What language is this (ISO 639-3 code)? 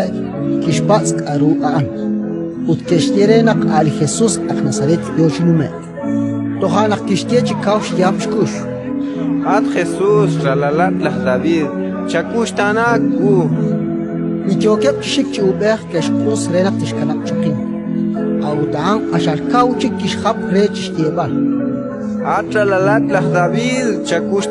kek